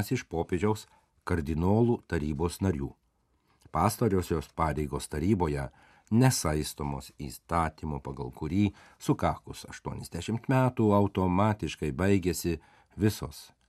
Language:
Lithuanian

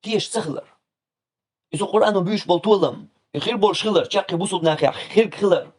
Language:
Chechen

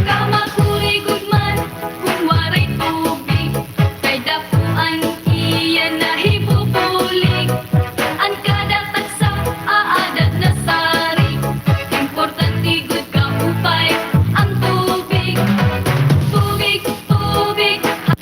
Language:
Waray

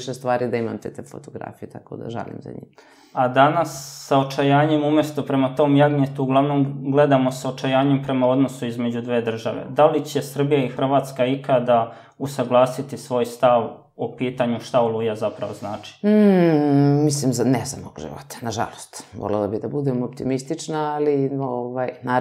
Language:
Serbian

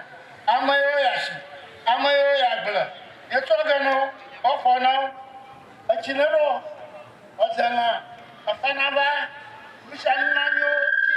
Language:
Ewe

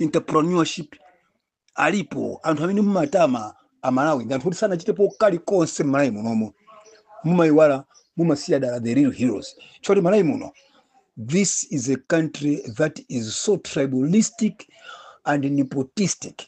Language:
Nyanja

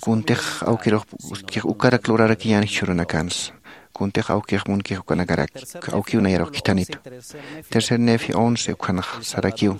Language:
Aymara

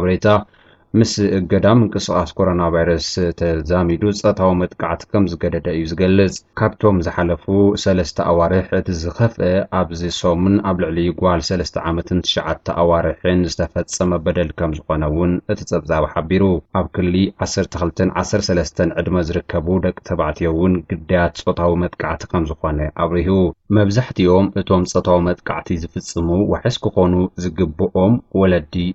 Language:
Tigrinya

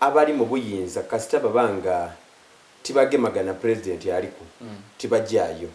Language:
Soga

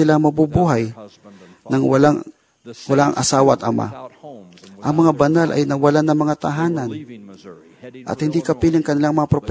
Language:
Filipino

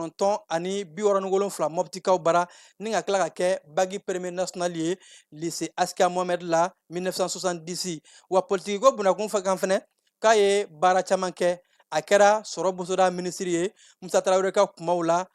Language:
Bambara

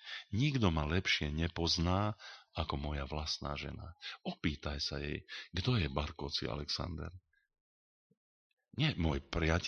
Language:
Slovak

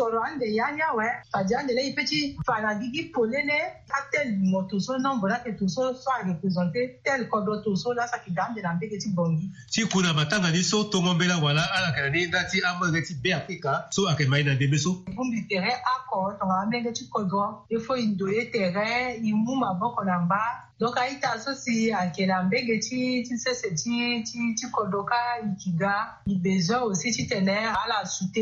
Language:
Sango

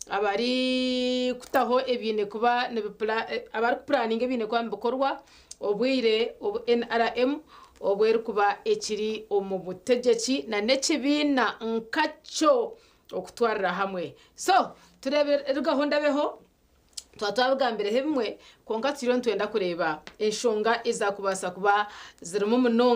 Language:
Nyankole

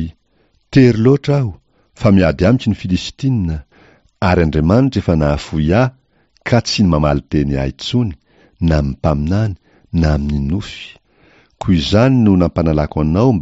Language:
Malagasy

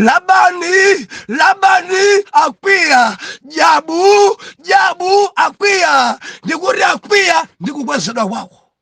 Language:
Nyanja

